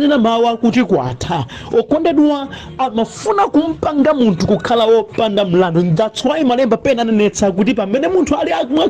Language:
Nyanja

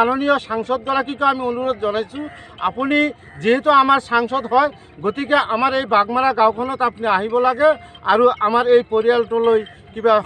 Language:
Assamese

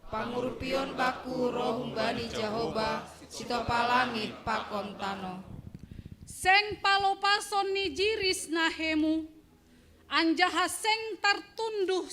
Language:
Batak Simalungun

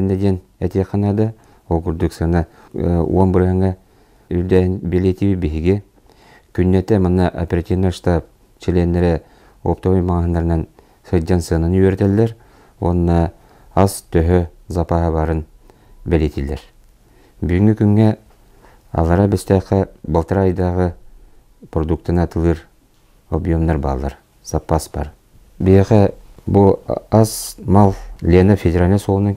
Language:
Yakut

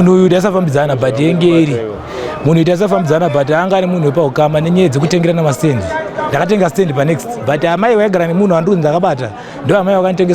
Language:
Shona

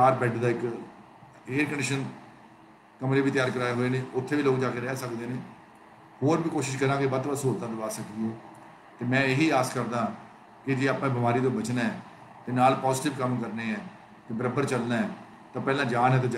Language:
Punjabi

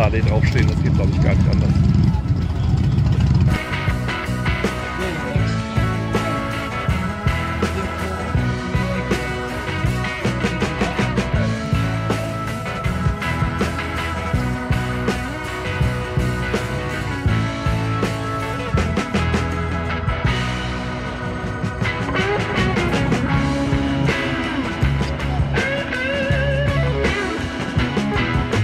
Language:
German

